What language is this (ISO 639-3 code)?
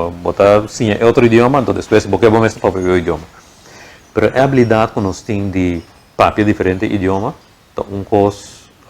pap